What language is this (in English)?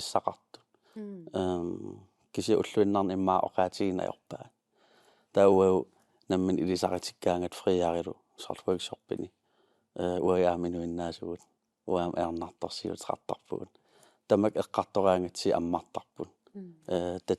Kalaallisut